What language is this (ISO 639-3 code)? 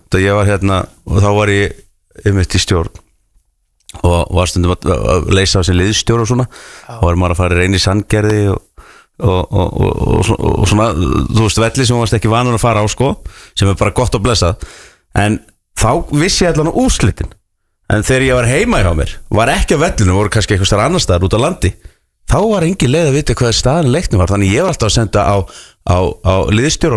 isl